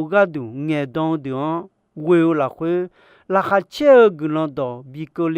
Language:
Akha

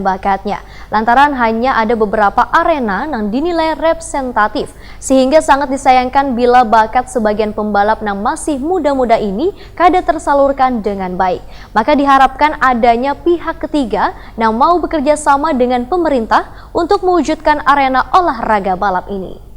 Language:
Banjar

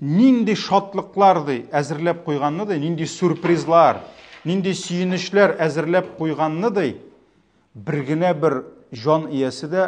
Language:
Tatar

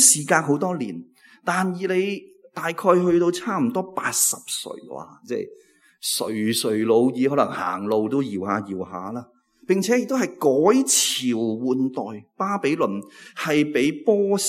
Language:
Cantonese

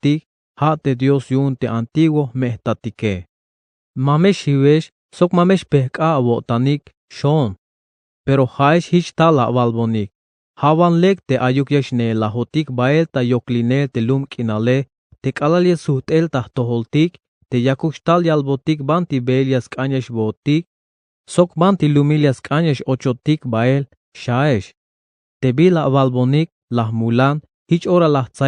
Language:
Tzeltal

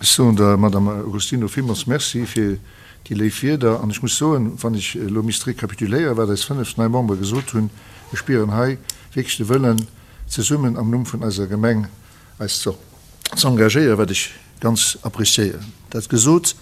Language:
Luxembourgish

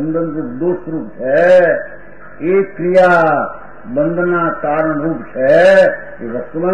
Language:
Gujarati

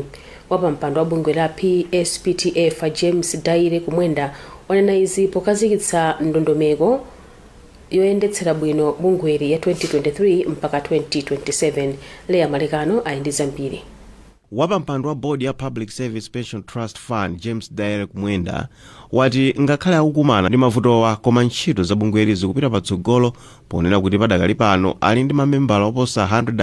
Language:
Nyanja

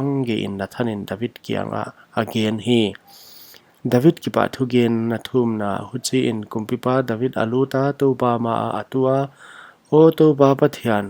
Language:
Paite Chin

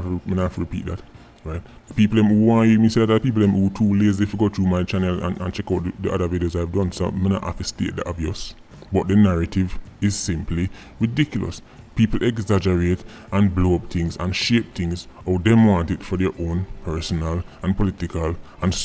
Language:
Jamaican Creole English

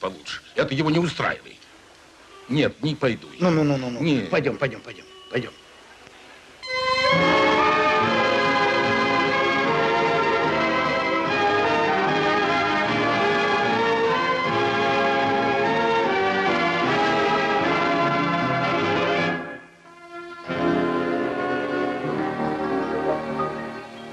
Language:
Russian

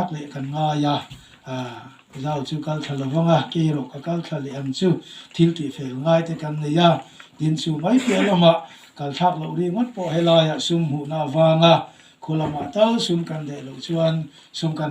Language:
Mizo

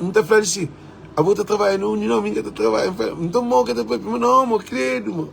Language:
Kabuverdianu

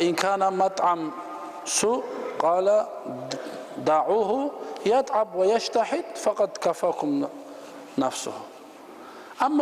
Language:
Kumyk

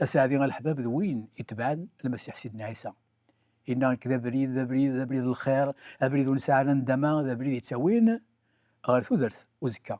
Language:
Kabyle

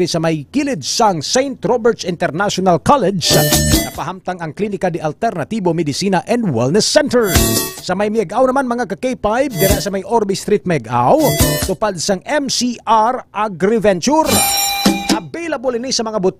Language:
Hiligaynon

